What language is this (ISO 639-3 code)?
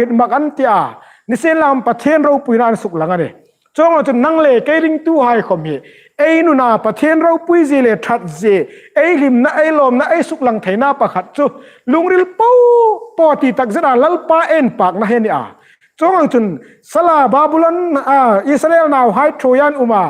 hmr